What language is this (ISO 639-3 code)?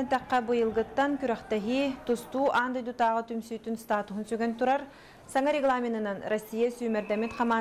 sah